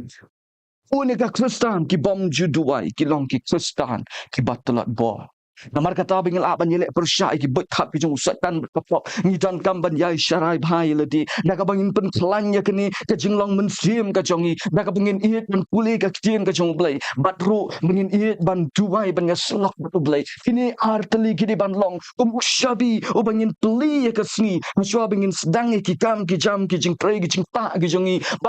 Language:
Khasi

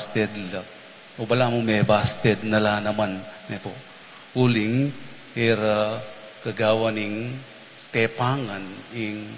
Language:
Pampanga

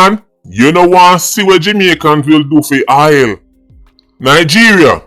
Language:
Jamaican Creole English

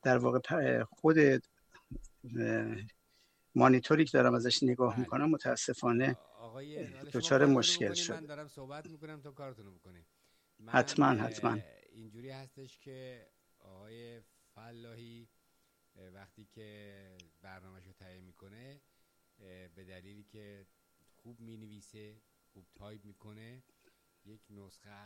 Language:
Persian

